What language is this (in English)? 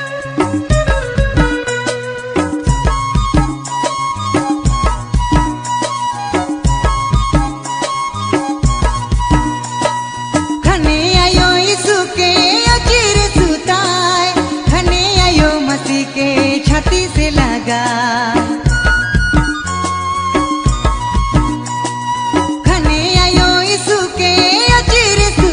Sadri